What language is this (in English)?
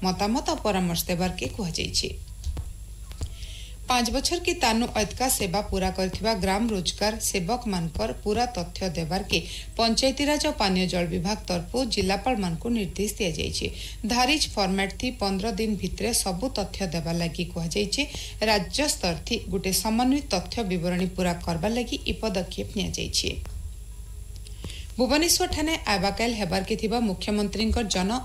Odia